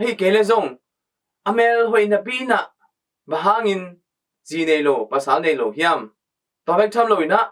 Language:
Tedim Chin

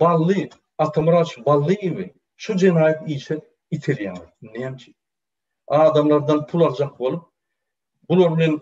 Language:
Turkmen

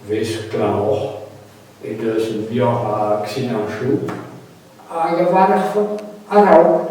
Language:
Breton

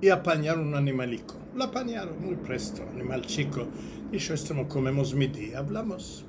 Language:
Ladino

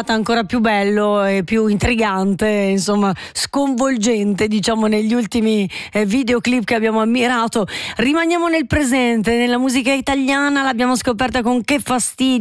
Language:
Italian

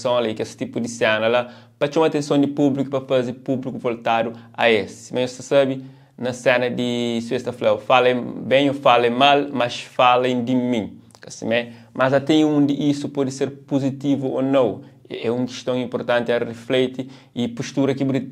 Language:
Kabuverdianu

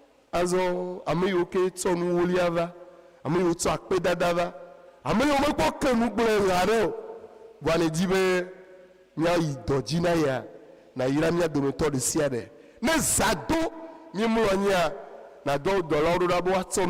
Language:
Ewe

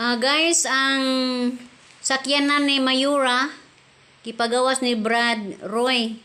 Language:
Cebuano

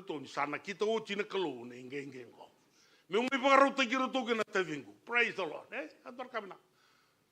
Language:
Fijian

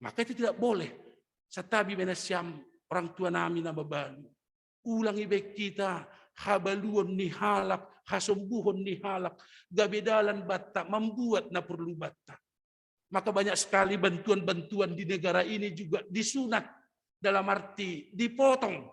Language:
Batak Simalungun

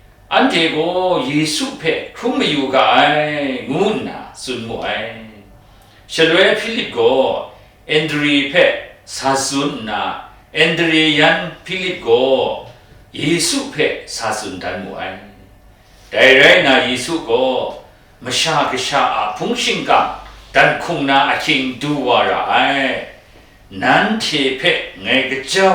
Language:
Kachin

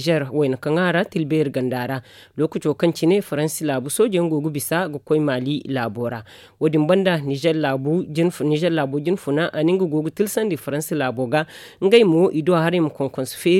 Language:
Zarma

